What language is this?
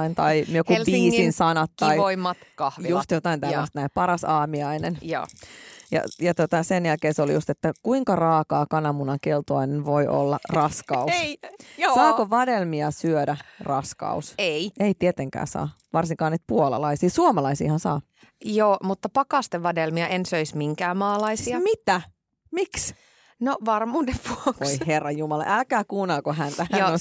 Finnish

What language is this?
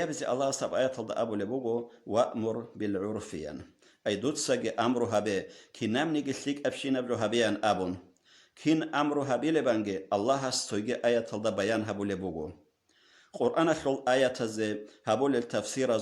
Avaric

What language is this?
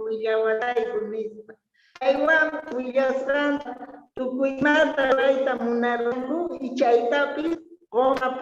South Bolivian Quechua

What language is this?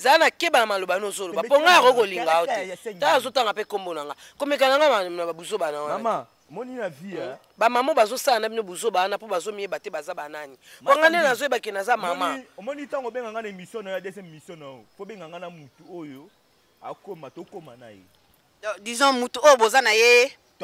Lingala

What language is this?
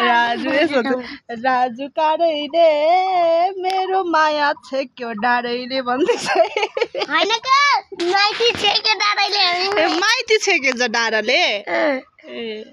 Nepali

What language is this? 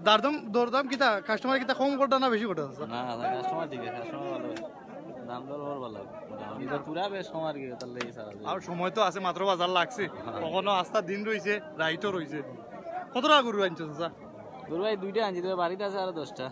Sylheti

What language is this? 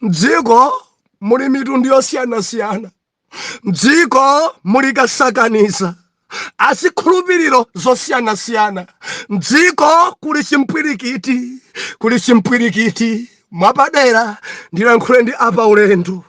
Nyanja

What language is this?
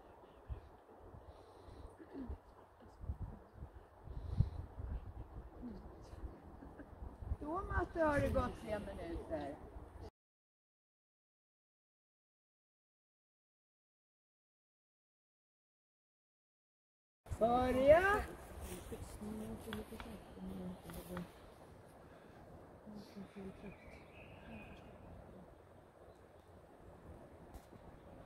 Swedish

